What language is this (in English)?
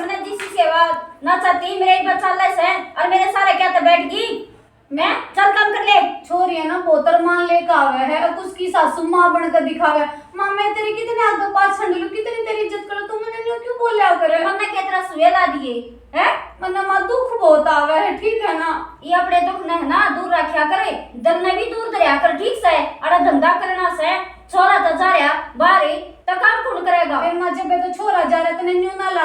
Haryanvi